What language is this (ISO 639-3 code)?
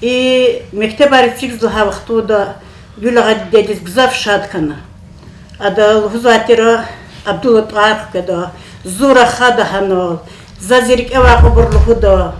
lez